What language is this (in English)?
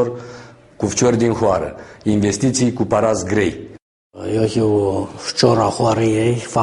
Aromanian